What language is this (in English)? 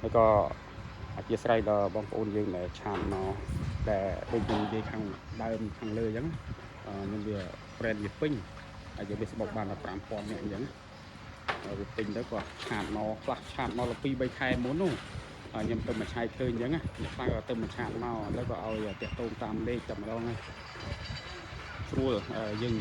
Khmer